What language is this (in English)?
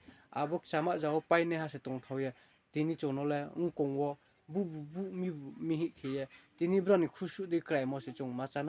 Riang (India)